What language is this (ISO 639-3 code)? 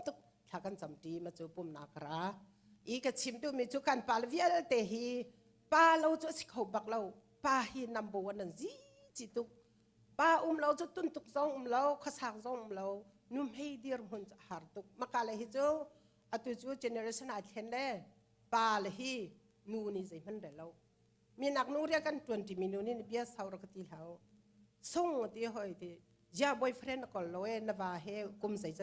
cnh